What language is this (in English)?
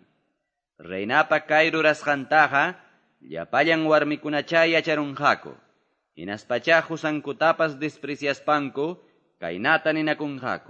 Quechua